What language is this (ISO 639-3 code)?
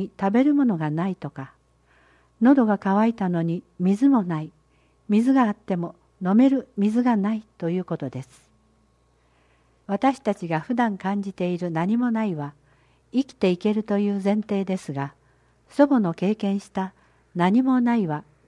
jpn